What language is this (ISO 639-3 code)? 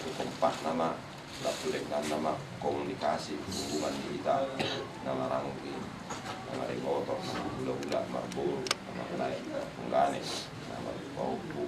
bbc